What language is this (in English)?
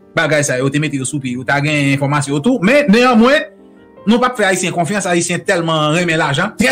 Haitian Creole